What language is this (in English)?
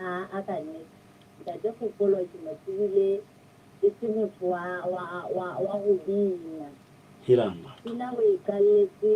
Southern Sotho